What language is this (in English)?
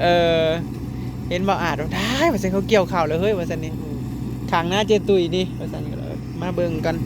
Northeastern Thai